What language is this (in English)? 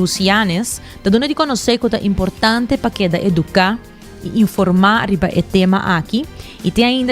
Papiamento